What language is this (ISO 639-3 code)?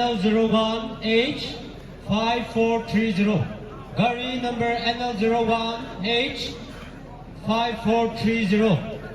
nri